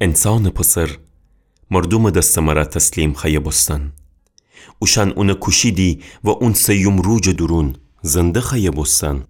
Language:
Gilaki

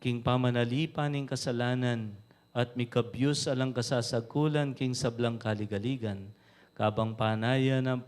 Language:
Pampanga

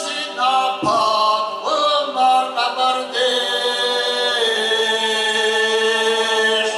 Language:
Kabardian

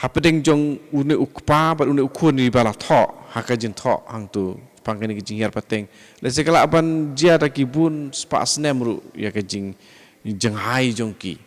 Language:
Khasi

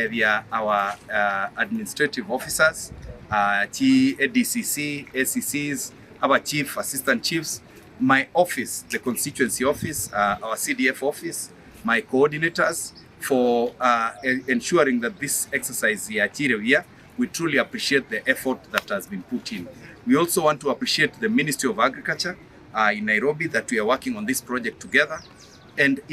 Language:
Gusii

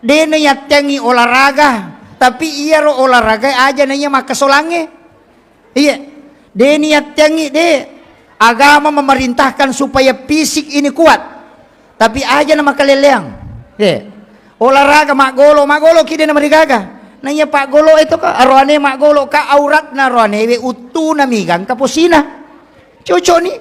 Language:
Buginese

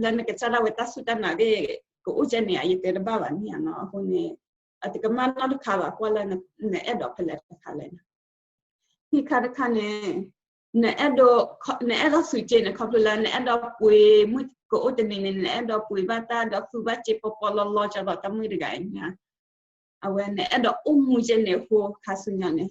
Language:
S'gaw Karen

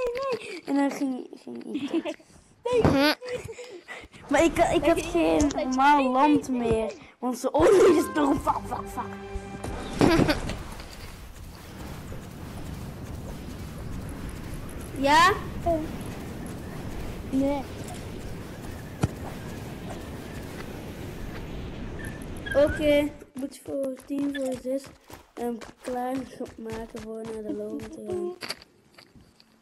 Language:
Dutch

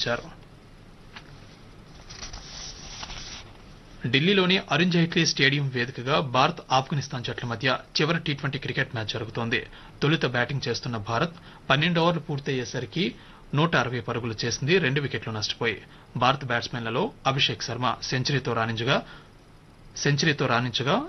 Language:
Telugu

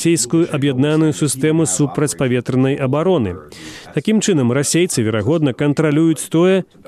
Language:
Belarusian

